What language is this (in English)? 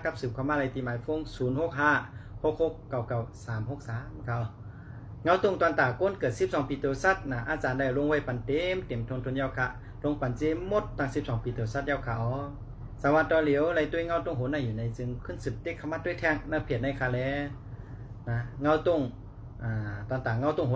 Shan